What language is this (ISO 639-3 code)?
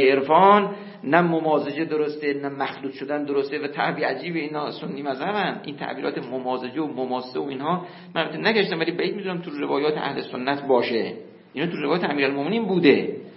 fas